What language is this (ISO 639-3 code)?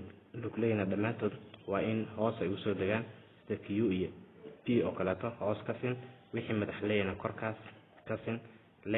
som